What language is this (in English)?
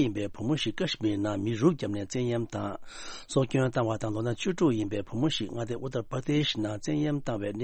Tibetan